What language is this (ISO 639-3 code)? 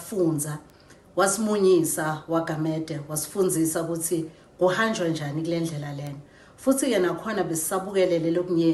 zul